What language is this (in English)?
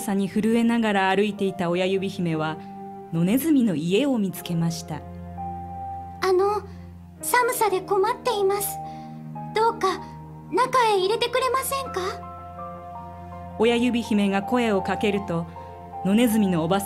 Japanese